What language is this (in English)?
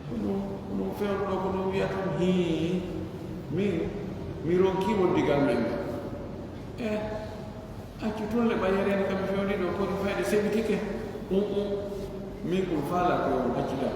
Pular